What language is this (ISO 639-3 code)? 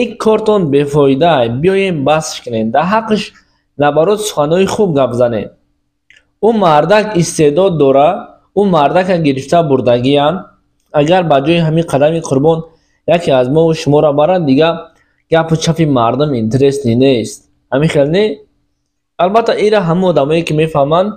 tgk